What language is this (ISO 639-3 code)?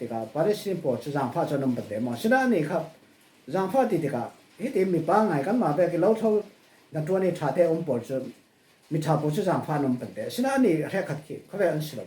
cfm